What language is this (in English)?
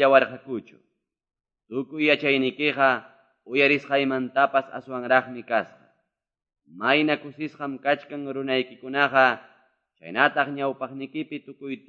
Quechua